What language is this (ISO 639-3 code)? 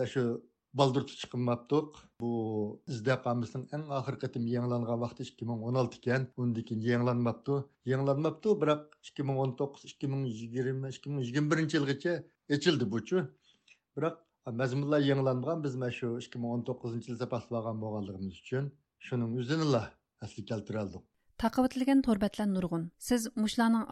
uig